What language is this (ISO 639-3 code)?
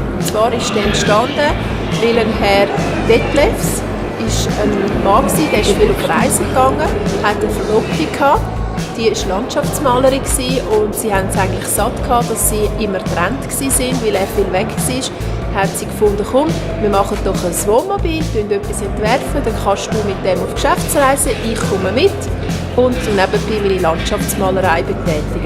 gsw